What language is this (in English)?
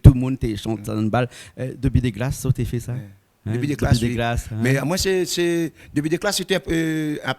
Réunion Creole French